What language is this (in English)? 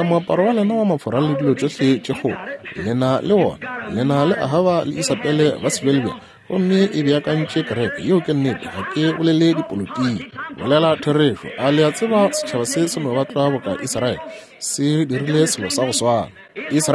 Northern Sotho